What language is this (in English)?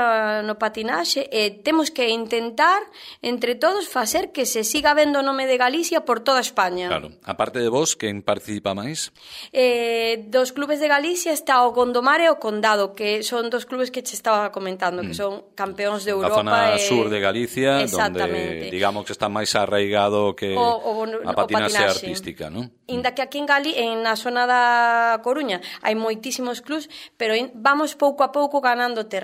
Galician